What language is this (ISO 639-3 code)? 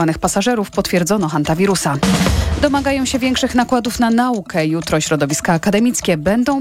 pol